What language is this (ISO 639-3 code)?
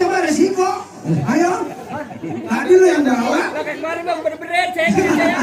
bew